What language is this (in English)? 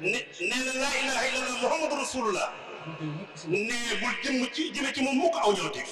Wolof